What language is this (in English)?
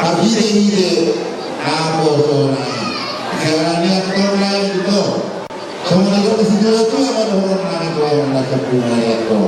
Batak Toba